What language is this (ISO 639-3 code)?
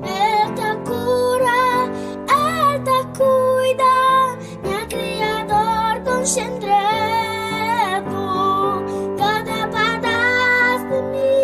kea